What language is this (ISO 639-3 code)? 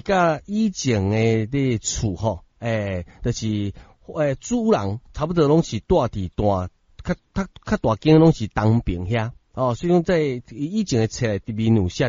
nan